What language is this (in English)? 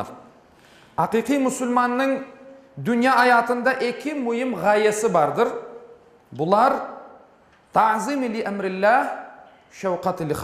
Crimean Tatar